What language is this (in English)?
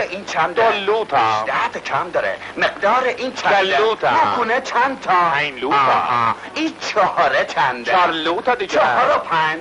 Persian